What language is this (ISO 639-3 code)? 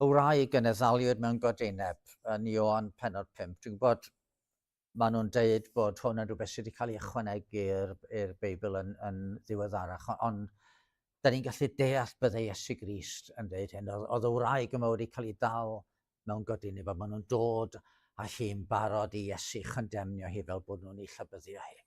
cym